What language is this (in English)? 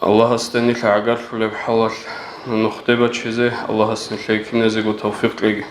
Avaric